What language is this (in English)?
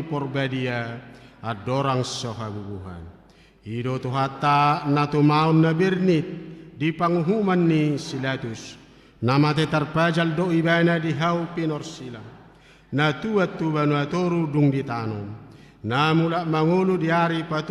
Batak Toba